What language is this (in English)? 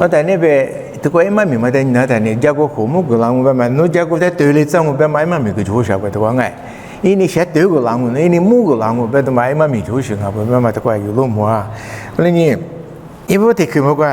Lisu